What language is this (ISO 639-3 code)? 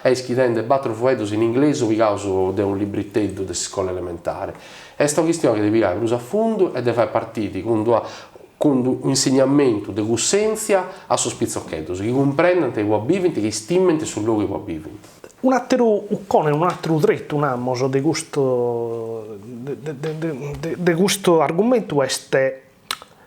srd